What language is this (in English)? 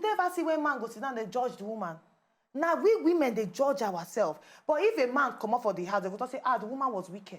Nigerian Pidgin